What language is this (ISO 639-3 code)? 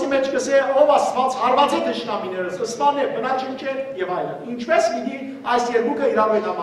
hyw